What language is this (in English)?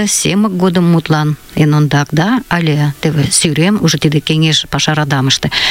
Mari